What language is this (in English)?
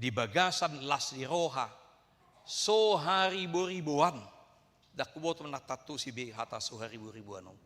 Batak Toba